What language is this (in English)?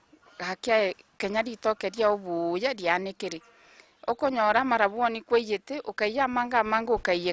Gusii